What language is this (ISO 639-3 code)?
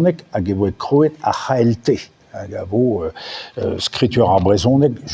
bre